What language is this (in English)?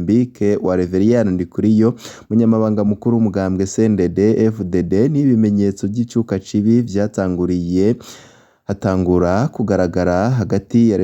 Rundi